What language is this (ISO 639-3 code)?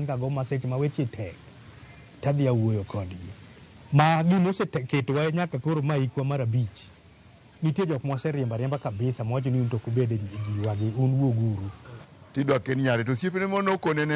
luo